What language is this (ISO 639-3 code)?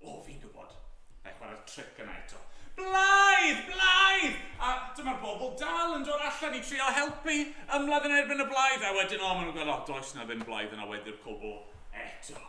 cym